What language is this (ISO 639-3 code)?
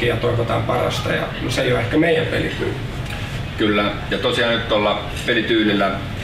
fin